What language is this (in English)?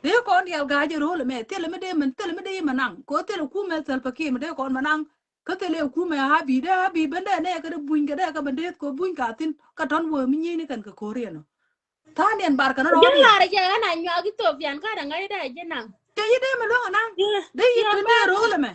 Nuer